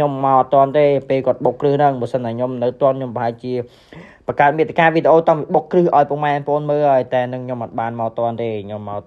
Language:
Khmer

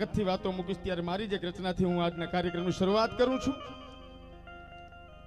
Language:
Gujarati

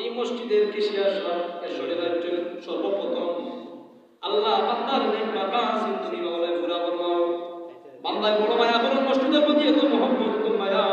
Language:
Sylheti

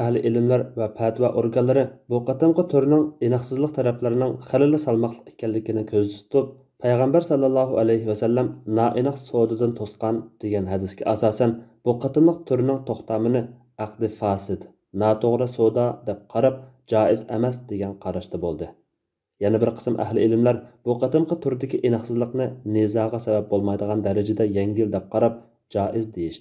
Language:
Uyghur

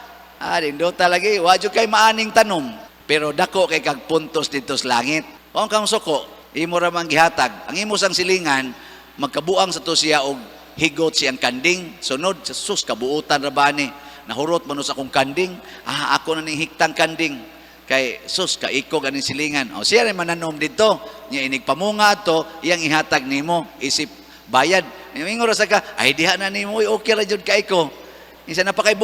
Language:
Cebuano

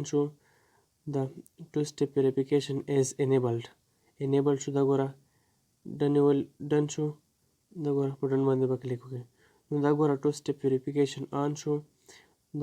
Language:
Pashto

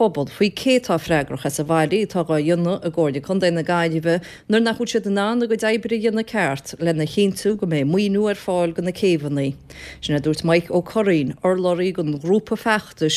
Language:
Irish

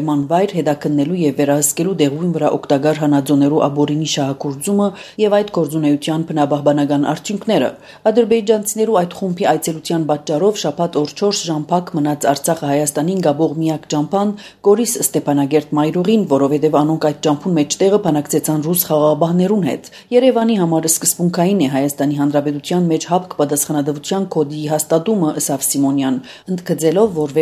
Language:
Armenian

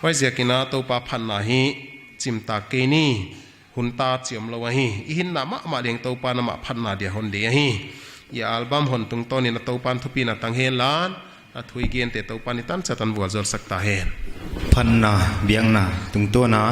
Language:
Paite Chin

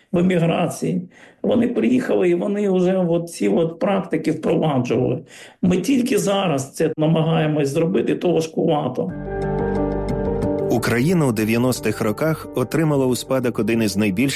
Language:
Ukrainian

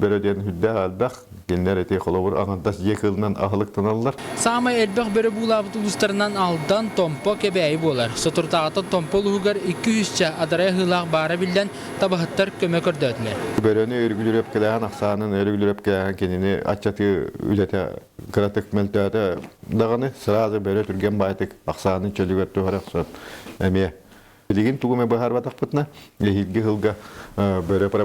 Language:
Yakut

